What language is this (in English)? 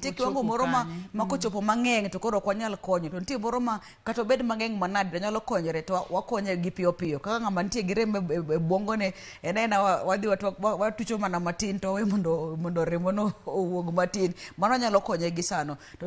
Luo (Kenya and Tanzania)